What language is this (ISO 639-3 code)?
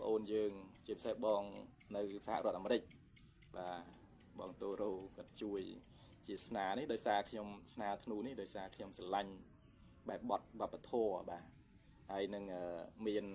khm